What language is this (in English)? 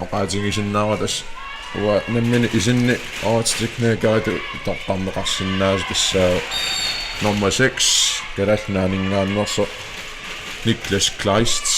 Kalaallisut